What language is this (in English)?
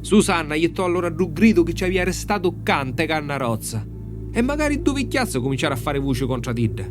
Sicilian